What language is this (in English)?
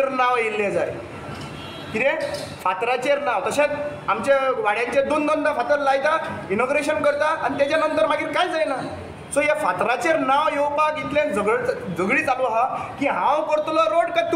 Konkani